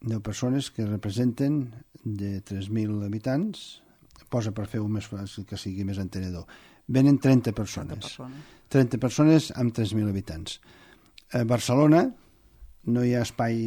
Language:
Catalan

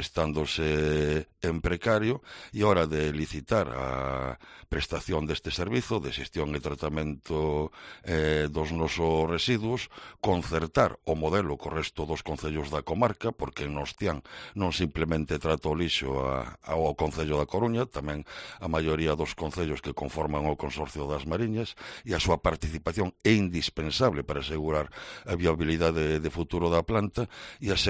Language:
Galician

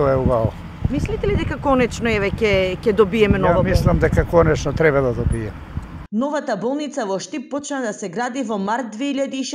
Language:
Macedonian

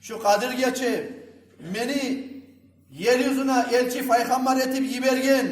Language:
Kumyk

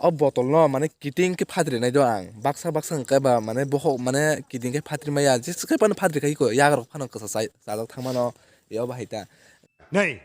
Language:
Kok Borok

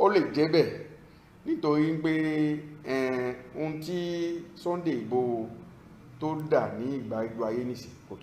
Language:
Yoruba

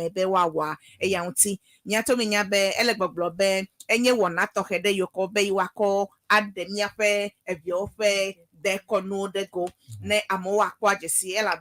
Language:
Ewe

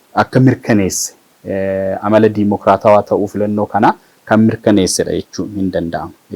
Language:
Oromo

